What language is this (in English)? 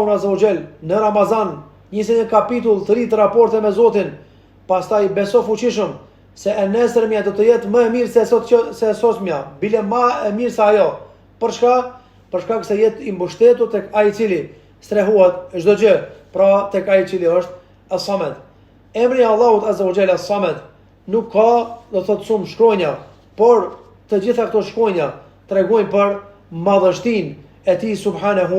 Albanian